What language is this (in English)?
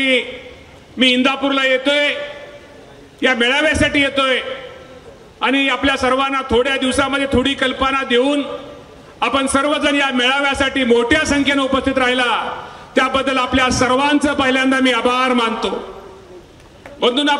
Marathi